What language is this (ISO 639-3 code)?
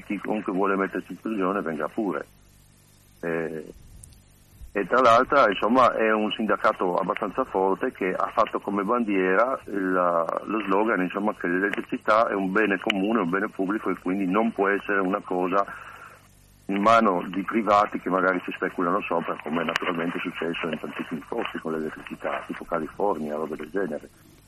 ita